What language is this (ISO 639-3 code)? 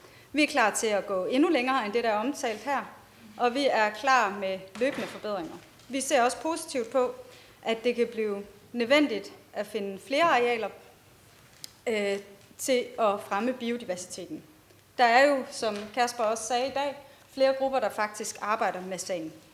dan